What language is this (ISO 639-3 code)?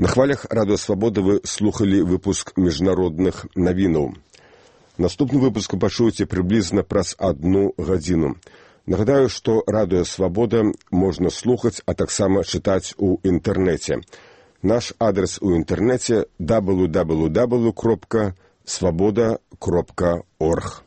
bel